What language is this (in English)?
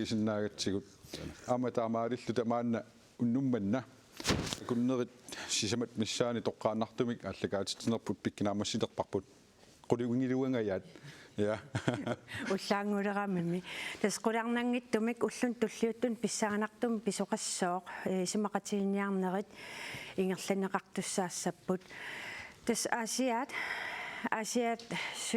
Kalaallisut